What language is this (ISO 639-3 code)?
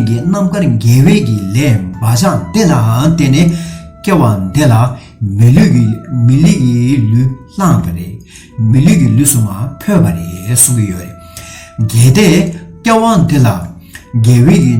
bod